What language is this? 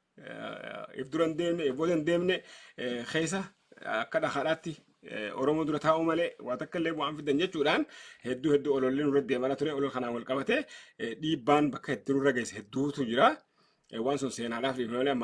Oromo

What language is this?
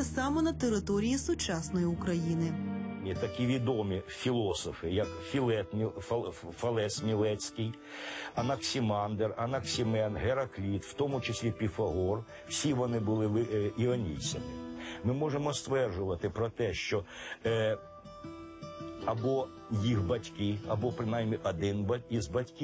Ukrainian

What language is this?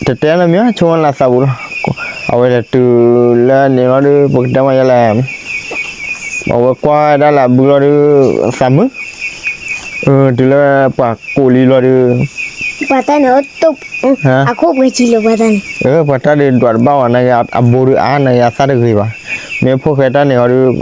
S'gaw Karen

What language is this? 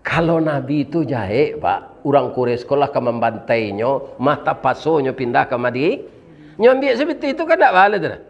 Minangkabau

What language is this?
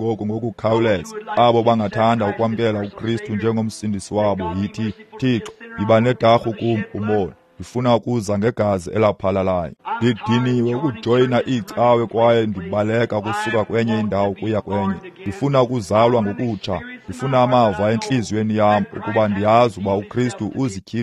Xhosa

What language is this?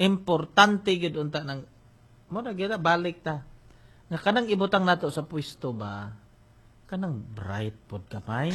Cebuano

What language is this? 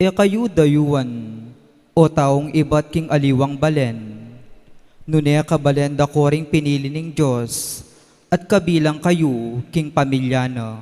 Pampanga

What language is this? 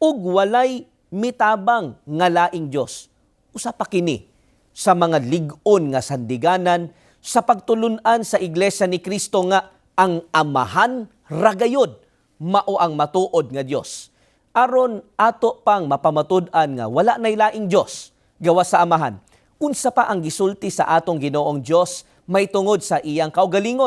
Cebuano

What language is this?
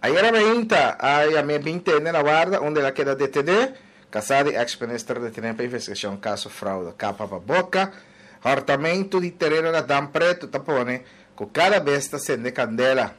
Papiamento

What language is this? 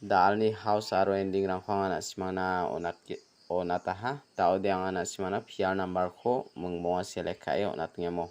Garo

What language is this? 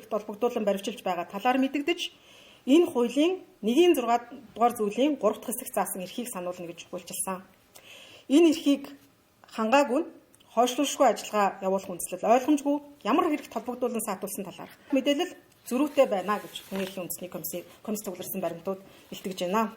Mongolian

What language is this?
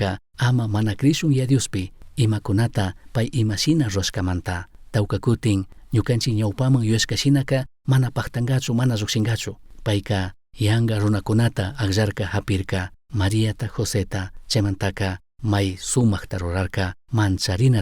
Chimborazo Highland Quichua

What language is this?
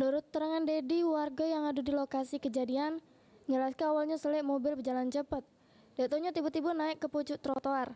Musi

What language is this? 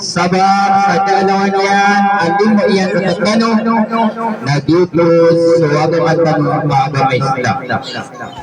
Maranao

